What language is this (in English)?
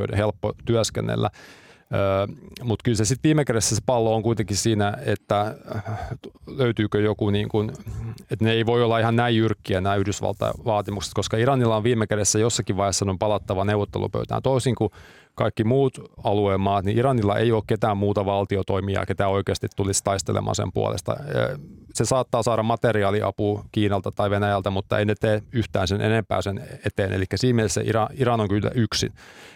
Finnish